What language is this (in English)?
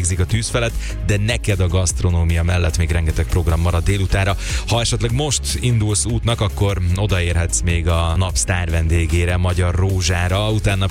Hungarian